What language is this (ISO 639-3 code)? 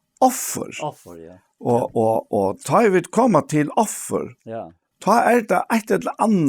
fao